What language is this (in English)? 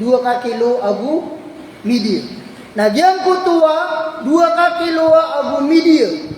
Maranao